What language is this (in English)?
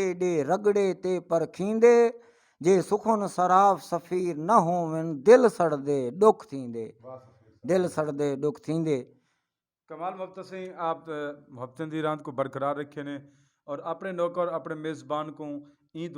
Saraiki